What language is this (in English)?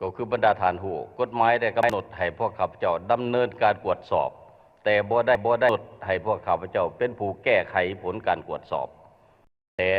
Lao